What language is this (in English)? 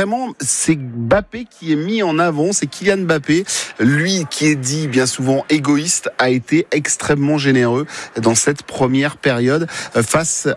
French